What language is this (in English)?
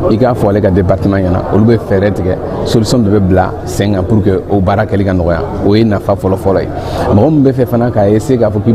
Bambara